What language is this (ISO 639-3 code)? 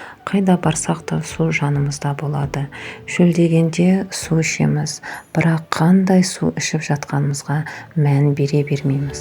kaz